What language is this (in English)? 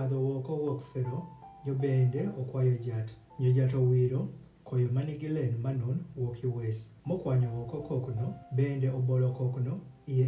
Adhola